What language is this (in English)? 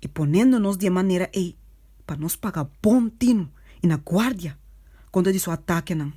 Papiamento